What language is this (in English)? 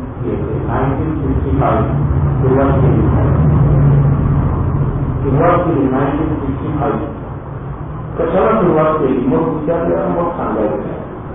Marathi